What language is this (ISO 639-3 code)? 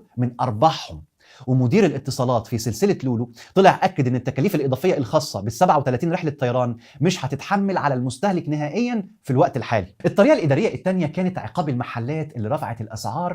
arz